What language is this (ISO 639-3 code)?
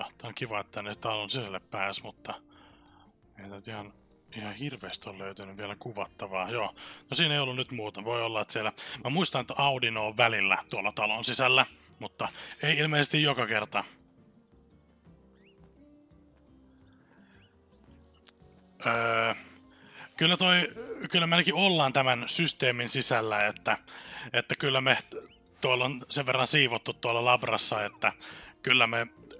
fin